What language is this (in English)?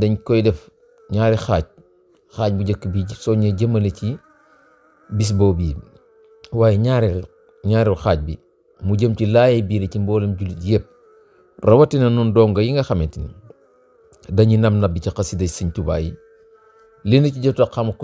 Wolof